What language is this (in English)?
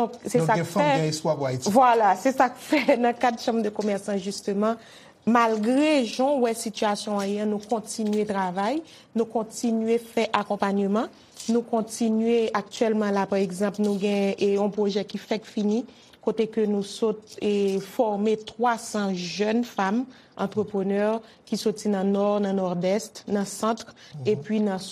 Haitian Creole